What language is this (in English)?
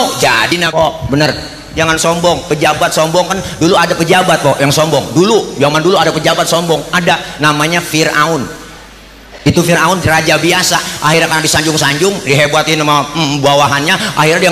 Betawi